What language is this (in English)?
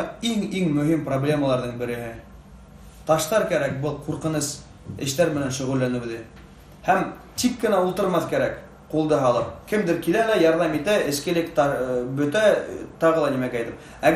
Bashkir